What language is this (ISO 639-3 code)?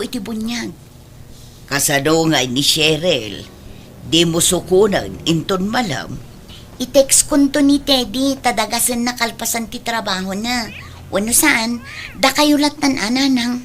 ilo